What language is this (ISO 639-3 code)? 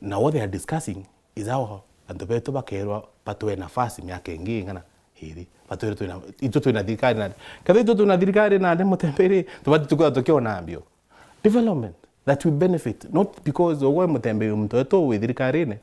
mer